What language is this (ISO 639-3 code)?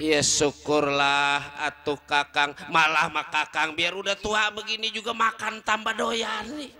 bew